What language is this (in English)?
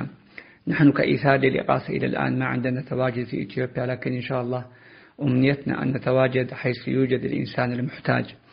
Tigre